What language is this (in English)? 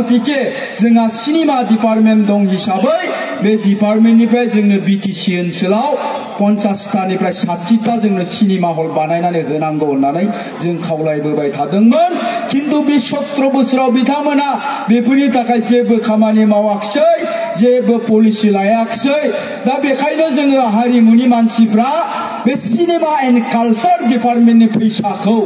Bodo